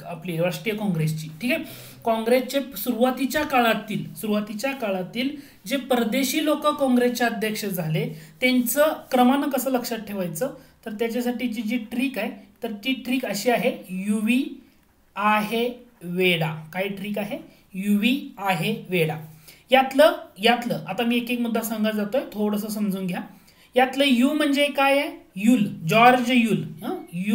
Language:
Marathi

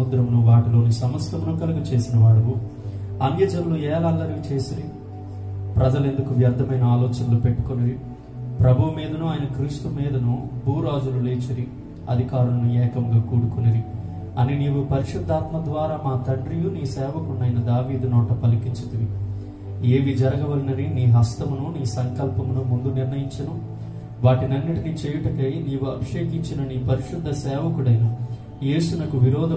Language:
Telugu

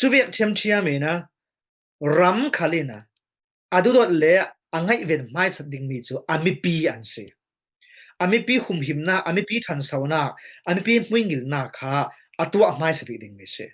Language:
Falam Chin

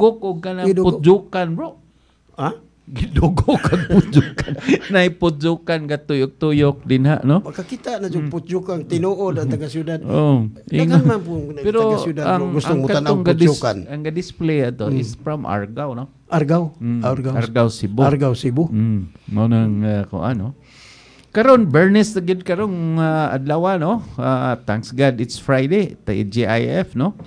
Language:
Cebuano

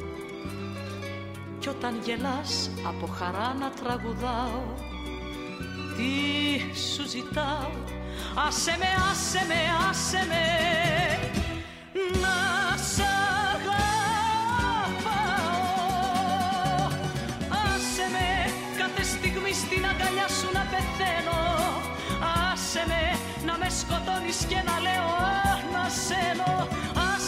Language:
Greek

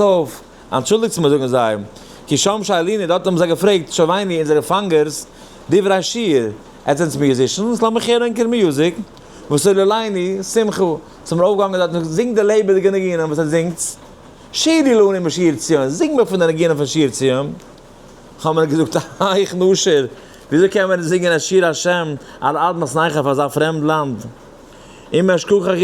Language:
Yiddish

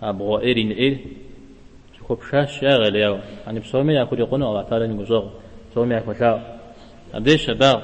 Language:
Kabardian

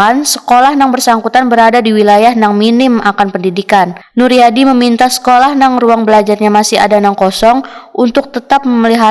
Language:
Banjar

